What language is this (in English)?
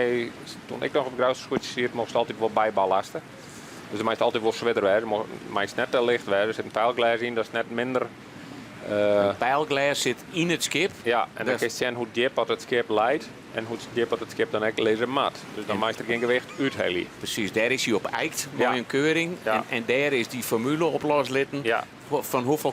Western Frisian